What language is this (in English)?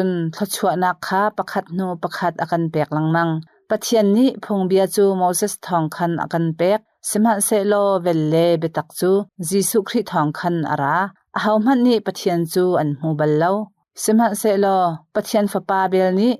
Hakha Chin